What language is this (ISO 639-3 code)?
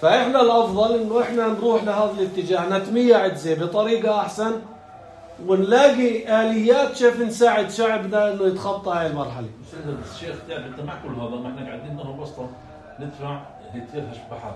apc